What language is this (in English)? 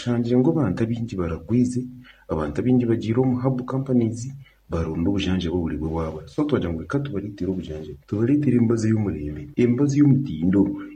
Nyankole